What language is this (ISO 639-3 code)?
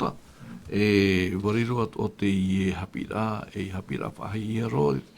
tah